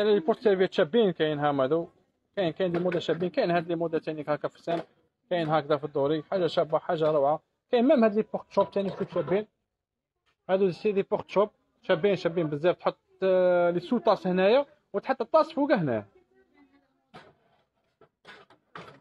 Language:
Algerian Arabic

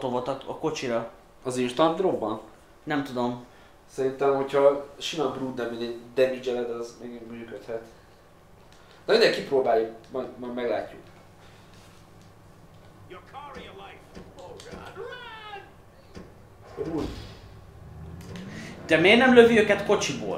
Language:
Hungarian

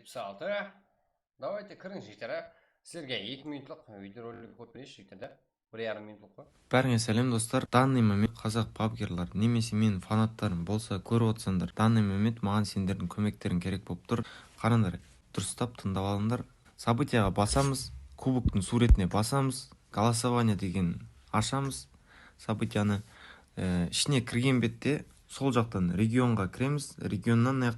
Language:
Kara-Kalpak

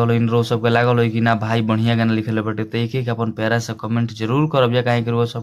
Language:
Bhojpuri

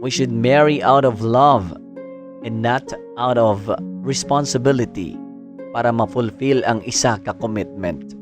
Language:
Hiligaynon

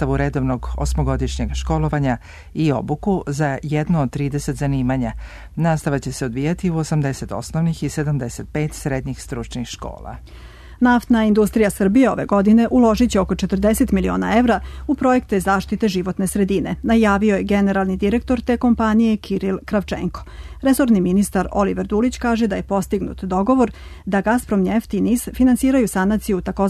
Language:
Serbian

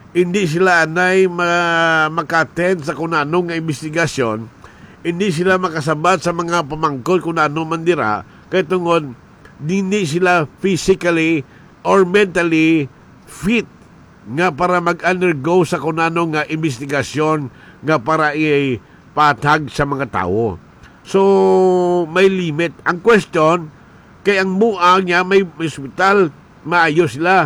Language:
Hiligaynon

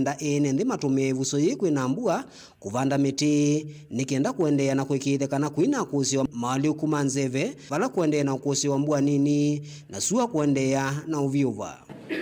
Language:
Kamba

